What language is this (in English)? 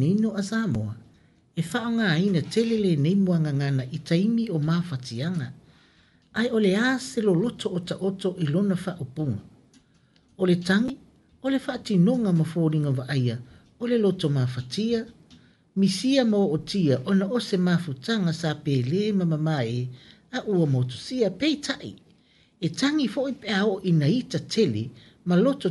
Samoan